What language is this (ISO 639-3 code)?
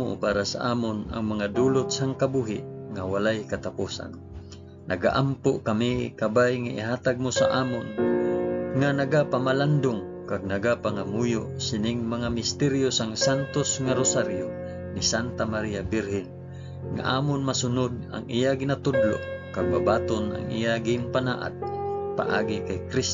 hil